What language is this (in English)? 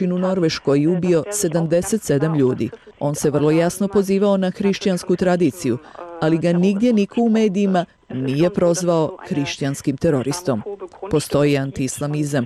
Bosnian